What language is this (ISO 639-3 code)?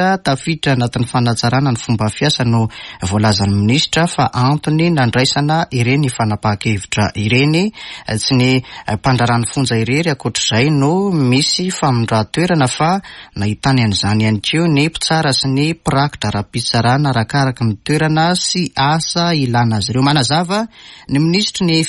mlg